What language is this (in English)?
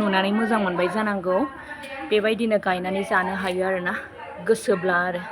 Bodo